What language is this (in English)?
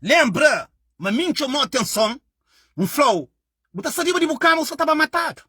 Kabuverdianu